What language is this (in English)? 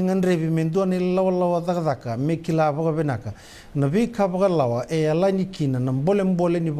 Fijian